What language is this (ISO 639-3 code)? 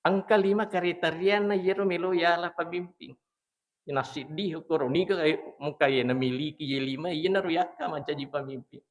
bug